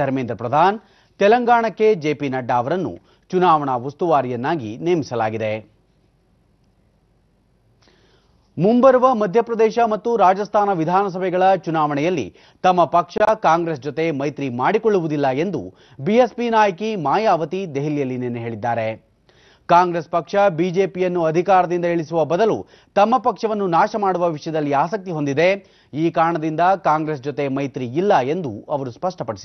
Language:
Kannada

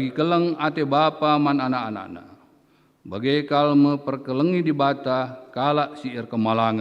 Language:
Batak Karo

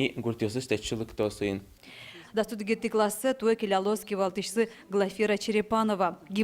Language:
Udmurt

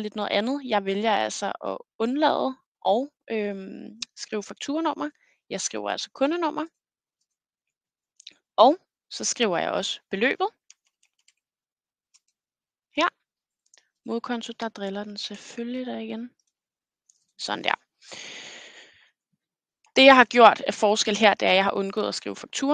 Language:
Danish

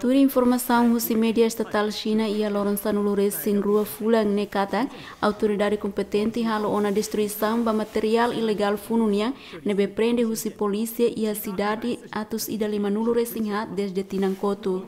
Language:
Tetum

